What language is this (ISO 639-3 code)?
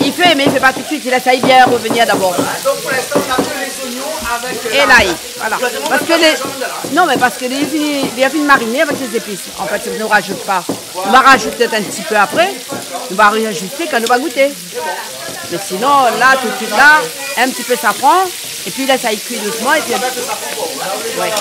rcf